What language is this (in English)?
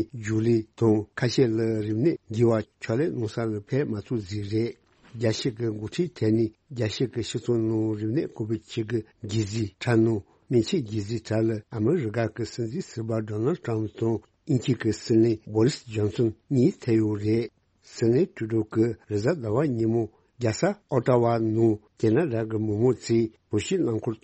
Tibetan